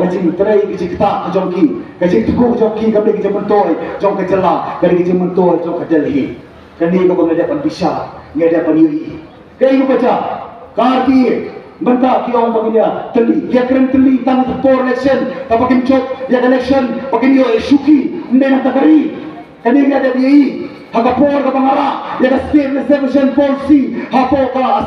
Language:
Khasi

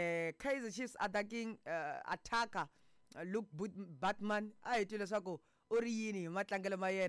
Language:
Tsonga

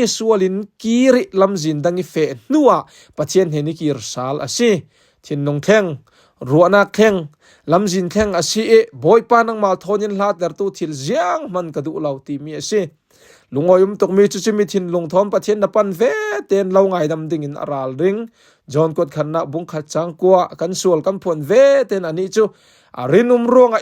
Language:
Falam Chin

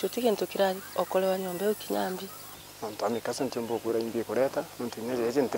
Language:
Meru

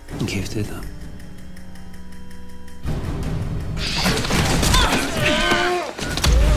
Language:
Icelandic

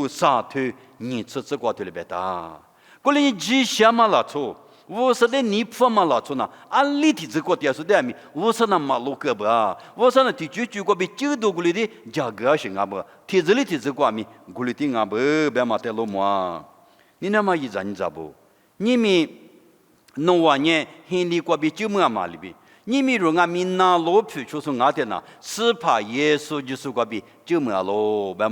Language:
Lisu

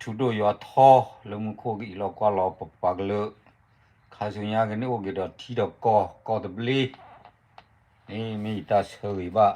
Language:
S'gaw Karen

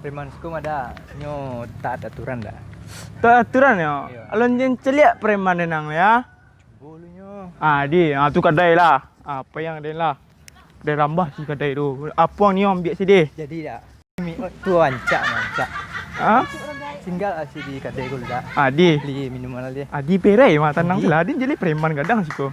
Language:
Minangkabau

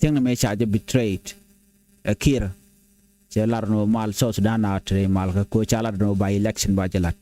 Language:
Nuer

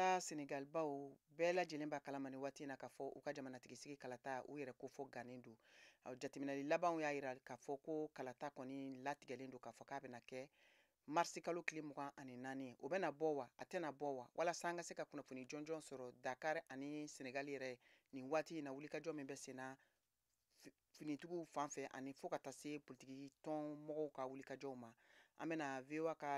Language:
Bambara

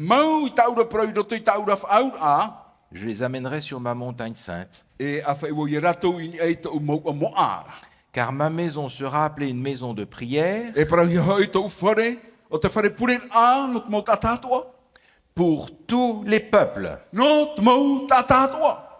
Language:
Tahitian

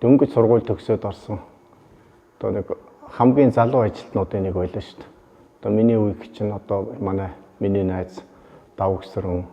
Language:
Mongolian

